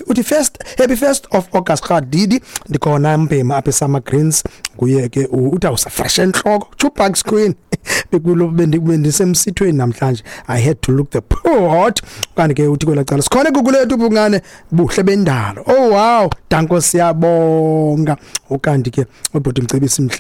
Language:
Xhosa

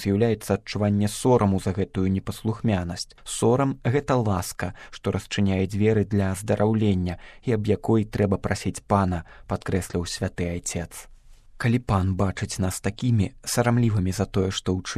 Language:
Belarusian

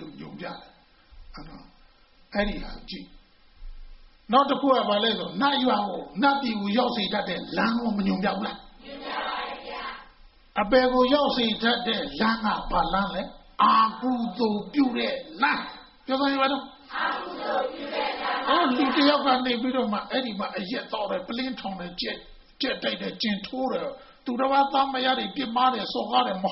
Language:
Burmese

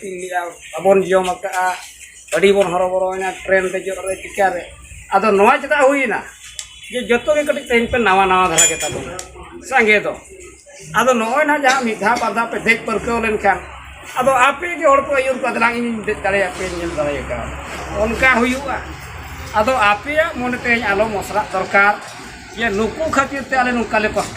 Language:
Santali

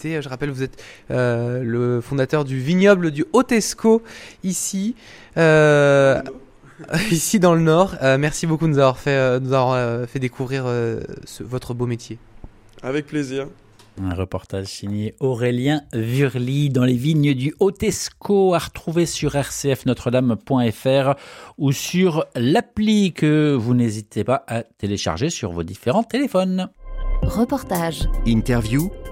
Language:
French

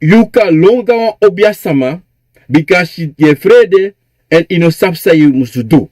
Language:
Sranan Tongo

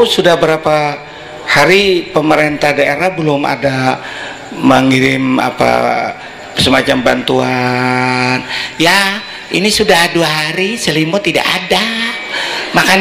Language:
Banjar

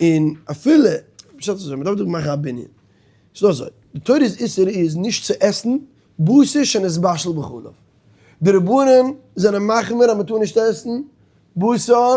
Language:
Yiddish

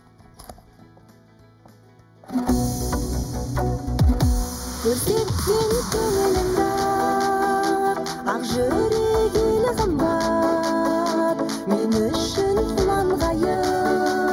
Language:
Kazakh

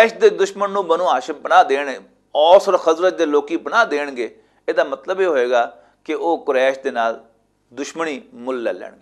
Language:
Western Panjabi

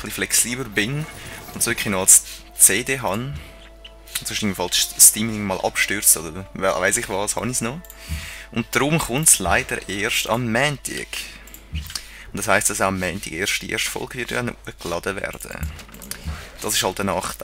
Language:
Swiss German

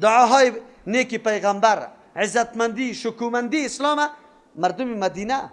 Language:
Persian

